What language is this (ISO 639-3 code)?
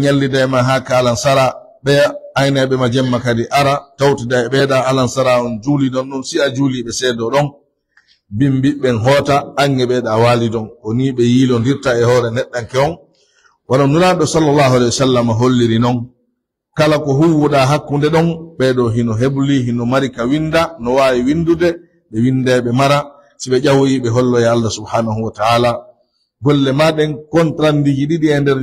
fuf